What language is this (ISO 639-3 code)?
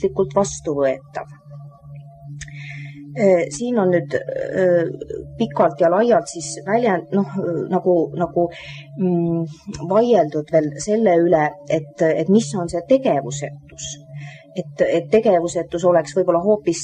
est